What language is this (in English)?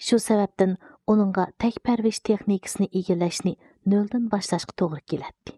Uyghur